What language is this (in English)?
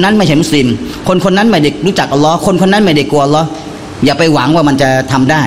Thai